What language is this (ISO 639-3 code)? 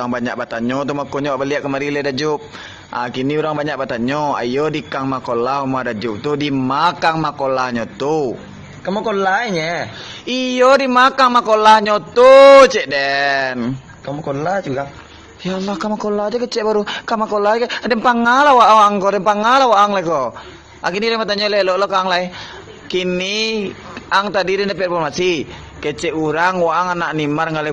min